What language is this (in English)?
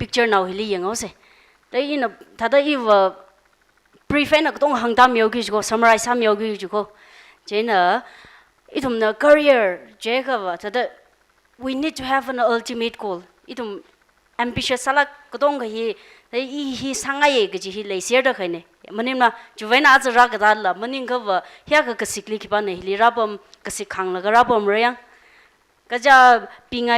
Tangkhul Naga (India)